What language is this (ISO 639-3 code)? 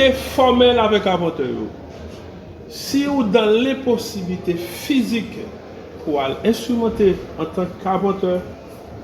hat